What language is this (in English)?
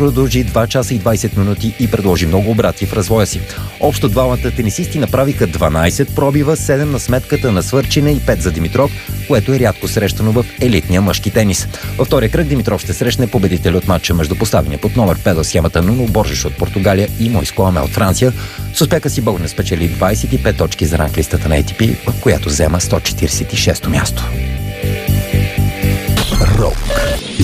Bulgarian